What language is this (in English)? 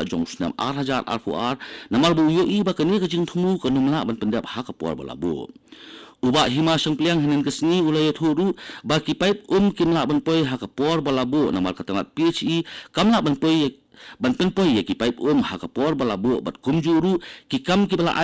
Khasi